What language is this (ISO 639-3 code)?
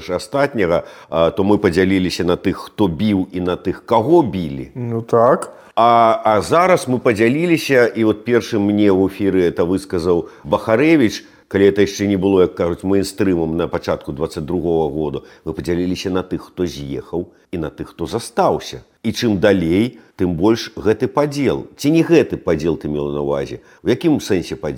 bel